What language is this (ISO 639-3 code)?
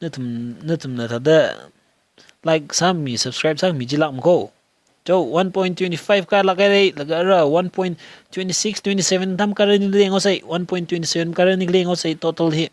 nmf